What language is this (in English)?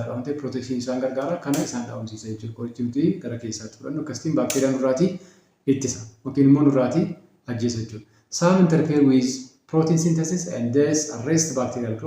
Oromo